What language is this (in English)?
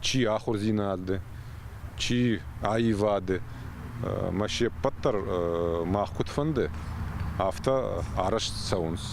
Ossetic